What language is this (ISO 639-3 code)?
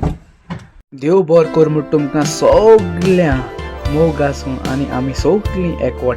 kok